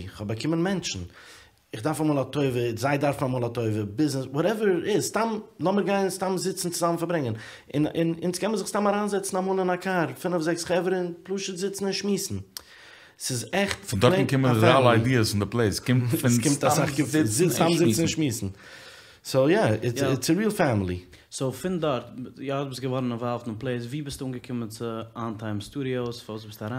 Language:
Yiddish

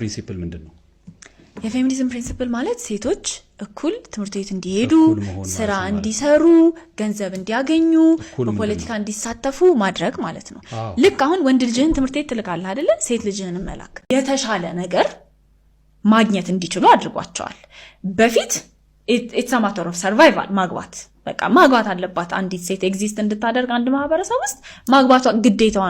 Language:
Amharic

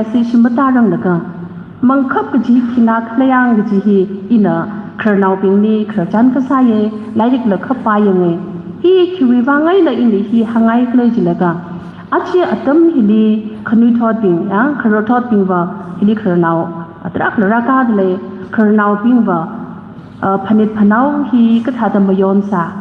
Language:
Tangkhul Naga (India)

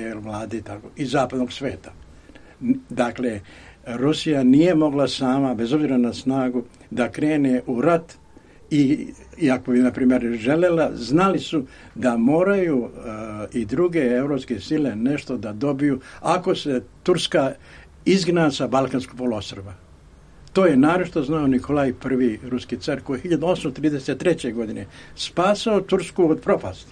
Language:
Serbian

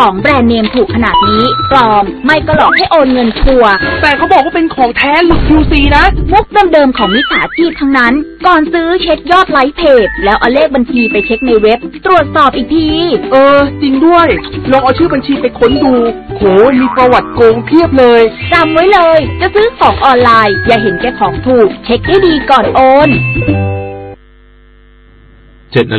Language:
Thai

